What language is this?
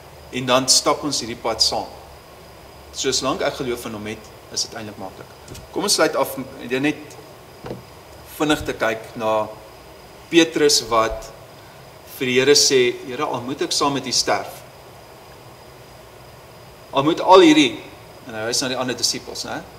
Afrikaans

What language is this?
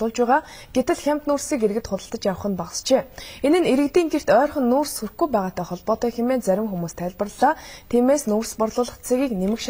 Mongolian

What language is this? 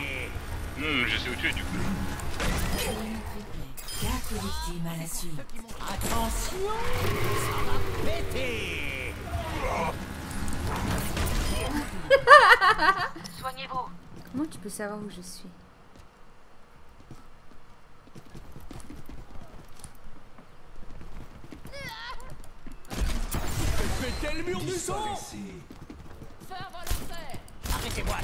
French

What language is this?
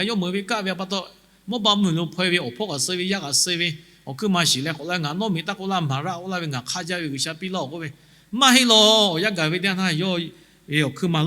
Lahu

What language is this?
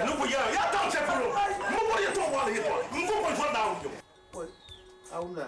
Dagbani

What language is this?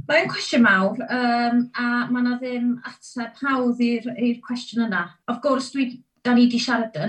Welsh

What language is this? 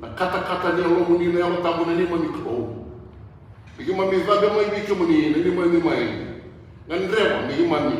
Fijian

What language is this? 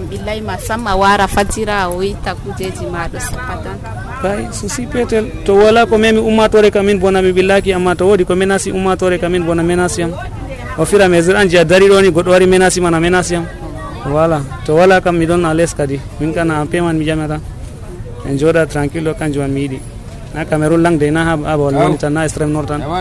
Nigerian Fulfulde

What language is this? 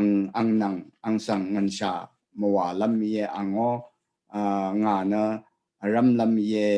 Rawang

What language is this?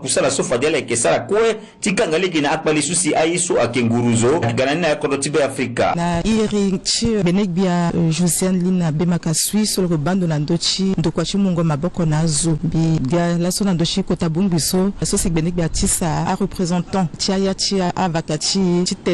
Sango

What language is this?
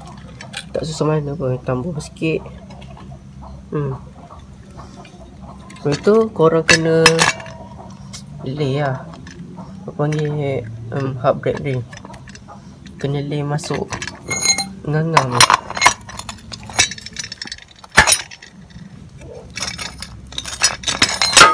Malay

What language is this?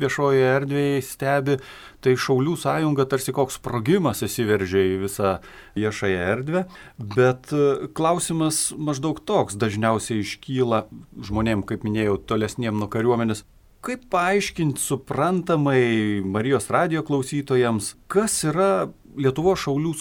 Lithuanian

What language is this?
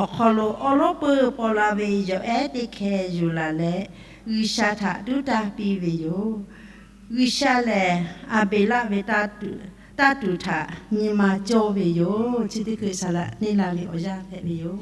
Lahu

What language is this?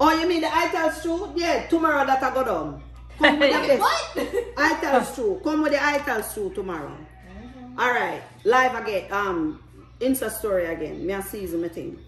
Jamaican Creole English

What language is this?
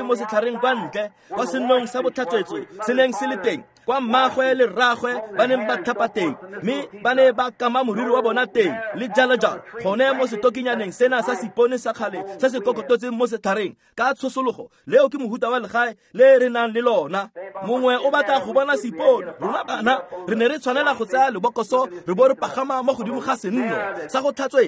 Tswana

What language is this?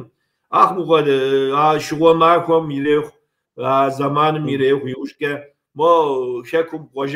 Kabardian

